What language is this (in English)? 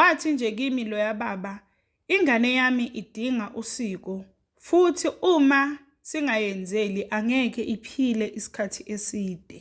Zulu